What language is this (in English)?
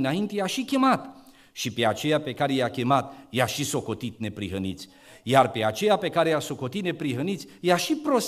Romanian